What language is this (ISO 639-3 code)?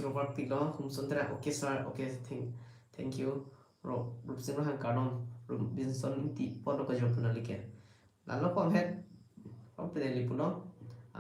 mjw